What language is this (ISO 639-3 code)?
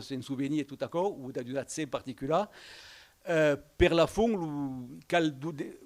oci